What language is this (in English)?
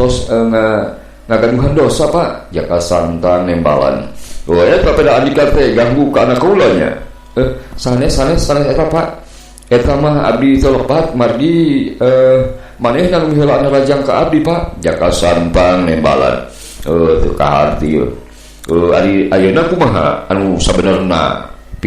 Sundanese